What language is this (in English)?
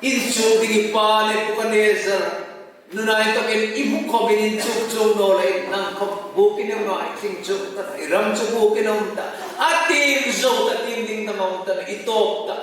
Hmar